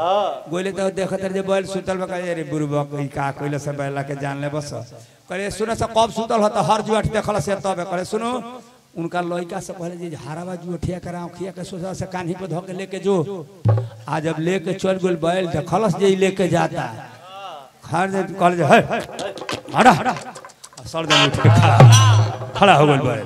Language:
Bhojpuri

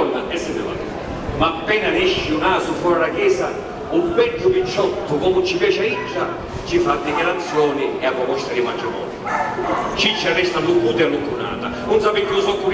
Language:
Sicilian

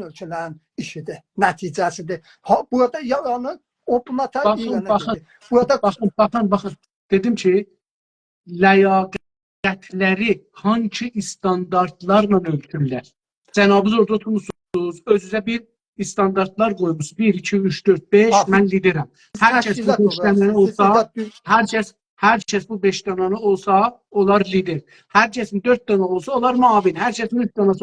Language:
South Azerbaijani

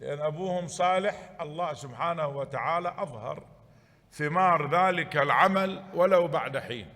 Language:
Mesopotamian Arabic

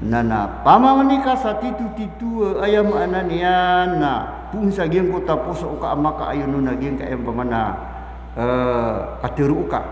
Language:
Maranao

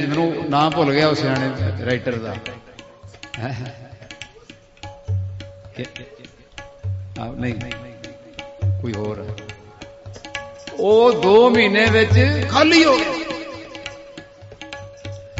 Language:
Punjabi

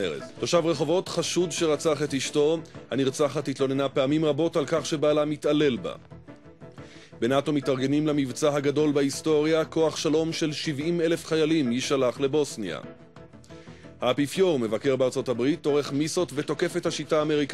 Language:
Hebrew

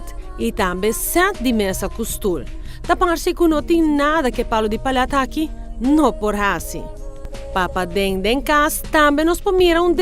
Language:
Papiamento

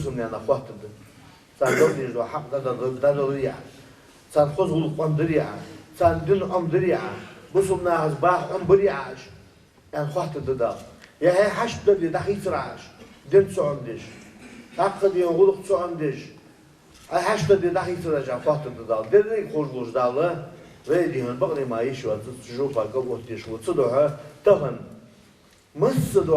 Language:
Ingush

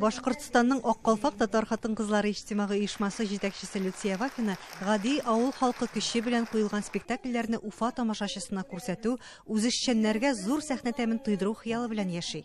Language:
Tatar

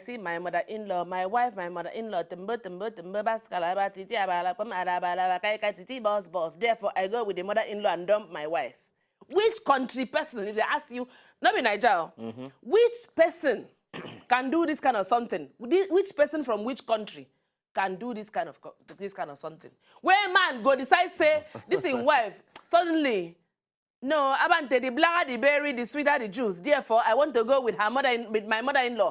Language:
Nigerian Pidgin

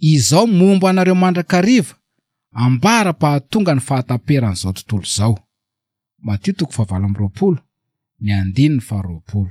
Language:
Malagasy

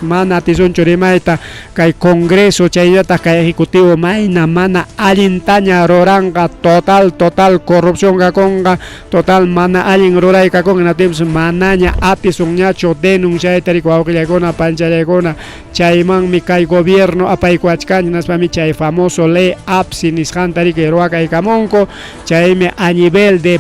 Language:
Ayacucho Quechua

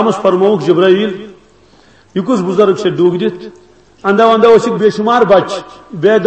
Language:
Kashmiri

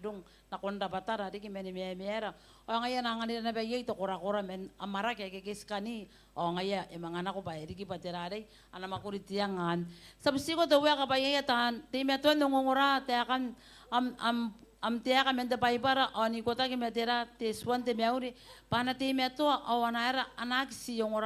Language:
Gilbertese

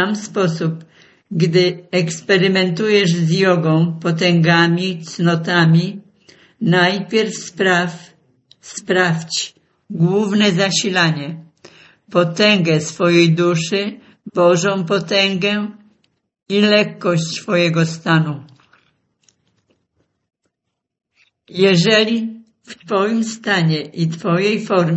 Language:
Polish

